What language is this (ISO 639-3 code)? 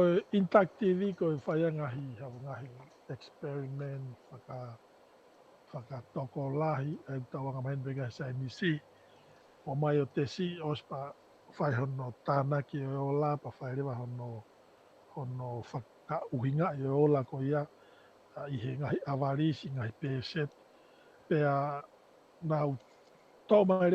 ton